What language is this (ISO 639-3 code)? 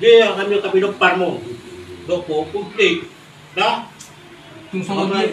bbc